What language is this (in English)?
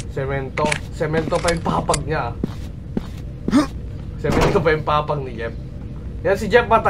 Filipino